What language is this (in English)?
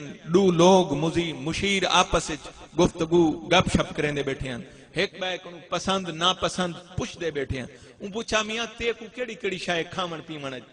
Saraiki